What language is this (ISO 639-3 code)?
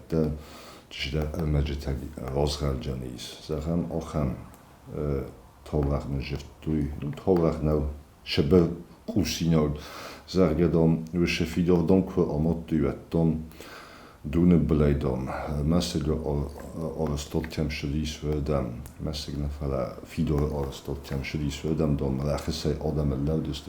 oss